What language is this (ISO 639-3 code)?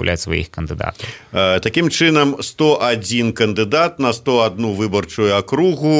bel